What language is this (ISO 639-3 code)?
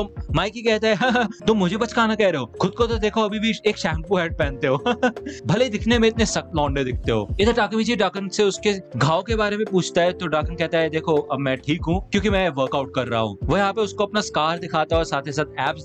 hin